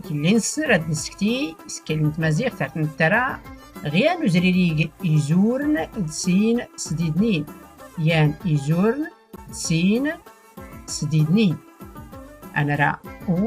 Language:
Tachelhit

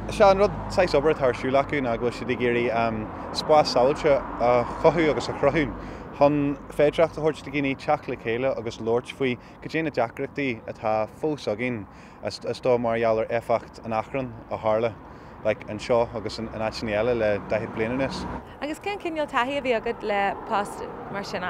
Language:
Irish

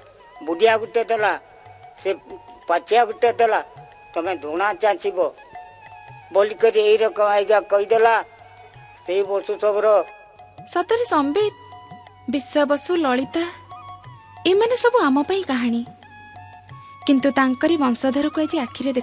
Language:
Odia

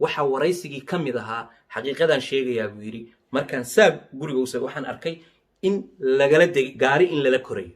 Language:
Somali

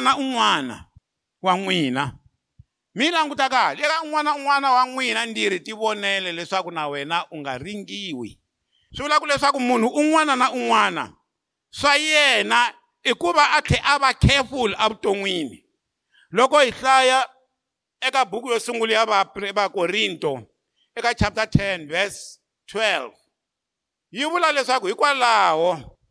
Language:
Tsonga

